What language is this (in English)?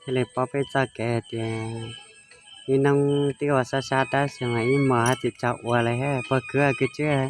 Hmong